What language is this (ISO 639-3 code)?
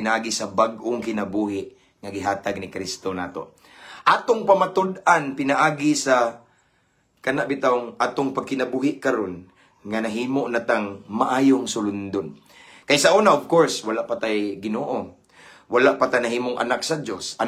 ceb